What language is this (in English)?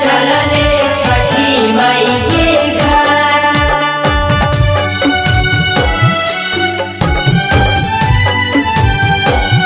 Bhojpuri